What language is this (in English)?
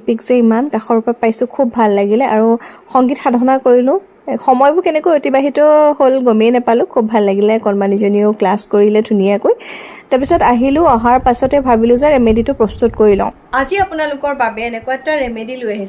Assamese